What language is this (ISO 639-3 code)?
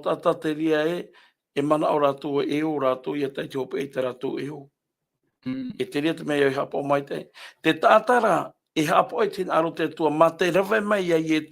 tah